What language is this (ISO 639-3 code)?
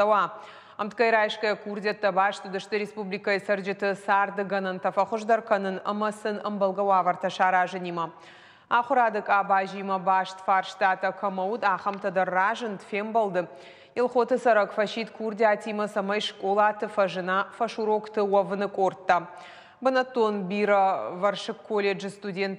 oss